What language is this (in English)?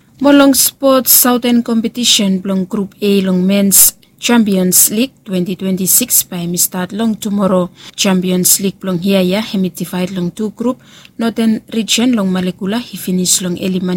Bislama